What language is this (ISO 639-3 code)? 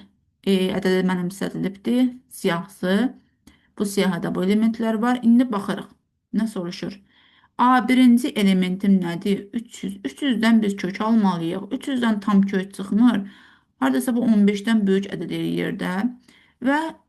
aze